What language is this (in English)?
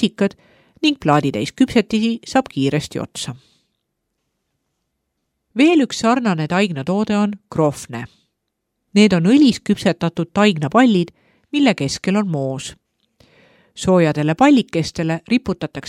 Estonian